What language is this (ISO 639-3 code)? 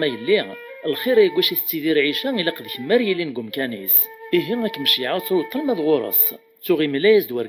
kab